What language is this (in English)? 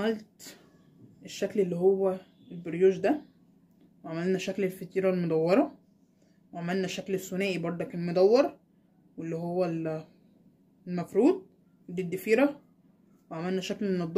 Egyptian Arabic